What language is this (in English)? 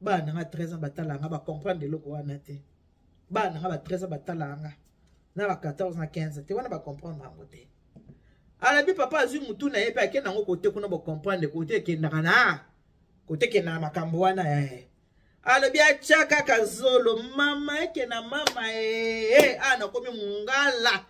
Lingala